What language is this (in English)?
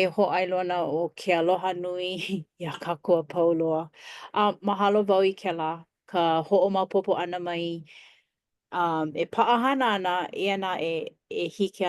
Hawaiian